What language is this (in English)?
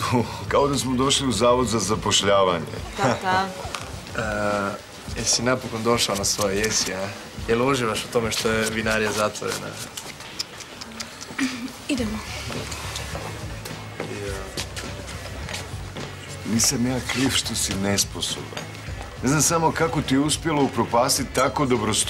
Croatian